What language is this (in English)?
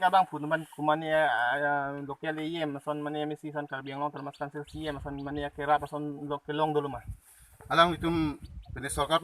Karbi